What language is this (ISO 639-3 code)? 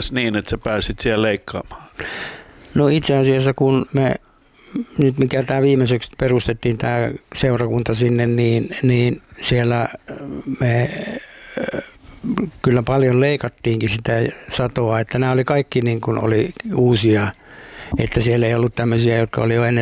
fin